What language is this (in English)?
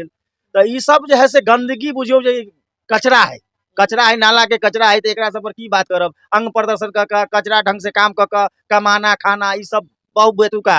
Maithili